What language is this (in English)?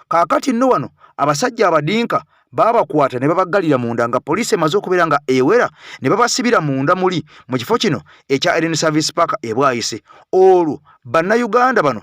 Ganda